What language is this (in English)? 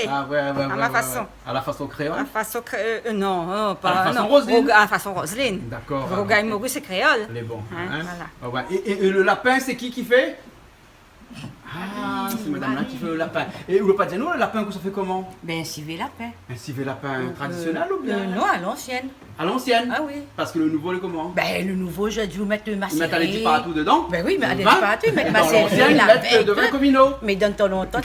Réunion Creole French